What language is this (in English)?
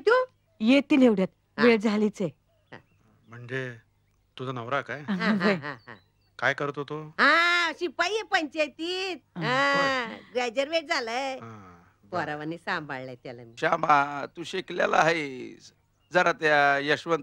Marathi